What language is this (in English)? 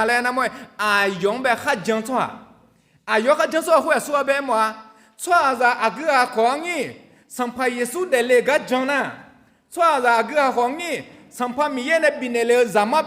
Akha